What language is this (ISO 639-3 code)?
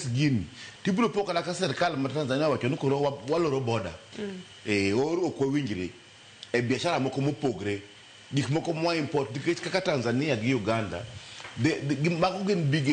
luo